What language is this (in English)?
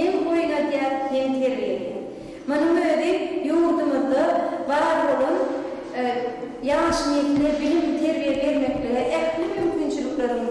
Turkmen